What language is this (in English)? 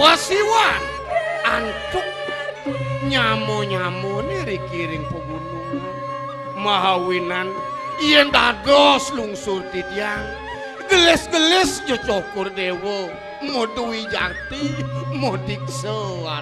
Balinese